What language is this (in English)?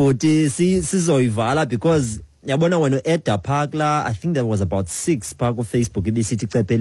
Xhosa